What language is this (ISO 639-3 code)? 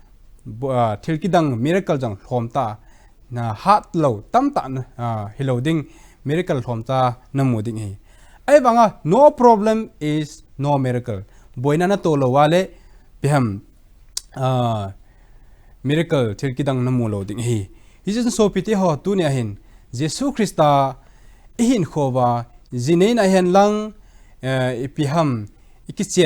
tcz